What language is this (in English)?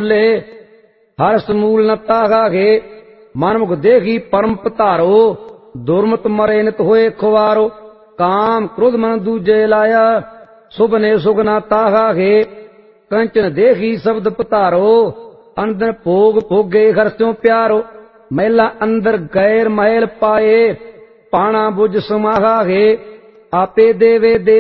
Punjabi